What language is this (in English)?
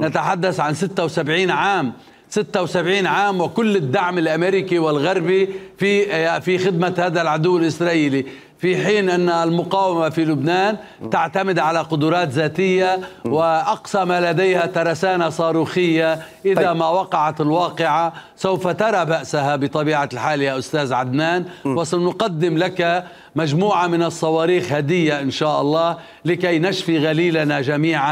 Mesopotamian Arabic